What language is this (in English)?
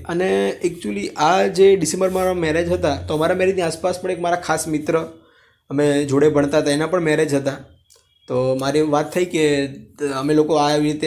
Gujarati